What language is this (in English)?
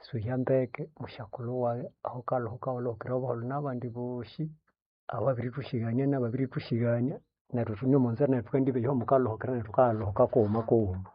Nande